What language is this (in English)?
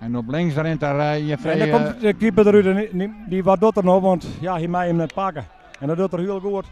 Western Frisian